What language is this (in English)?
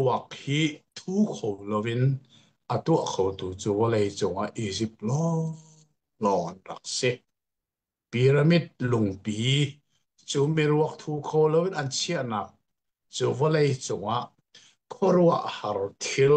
Hakha Chin